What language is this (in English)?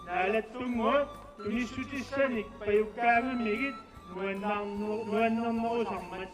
Kalaallisut